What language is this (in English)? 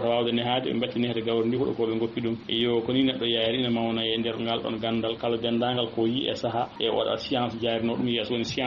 Fula